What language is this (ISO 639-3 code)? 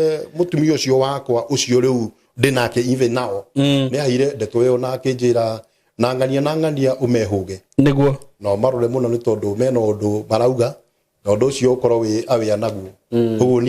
kik